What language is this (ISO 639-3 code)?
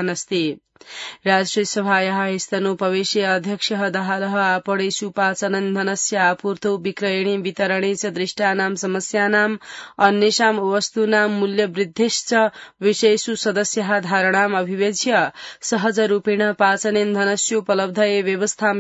san